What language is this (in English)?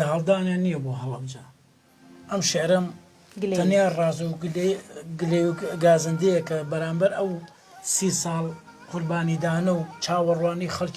Central Kurdish